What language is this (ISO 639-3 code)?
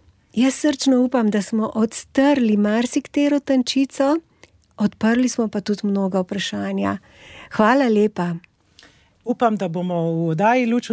slv